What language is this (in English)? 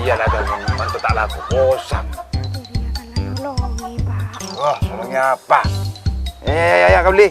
Madurese